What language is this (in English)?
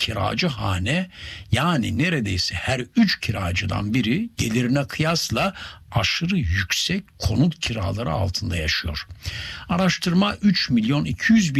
Turkish